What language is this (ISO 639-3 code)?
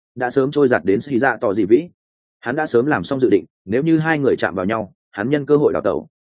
vie